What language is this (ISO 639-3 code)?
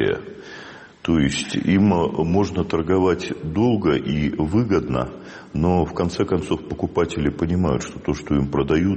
rus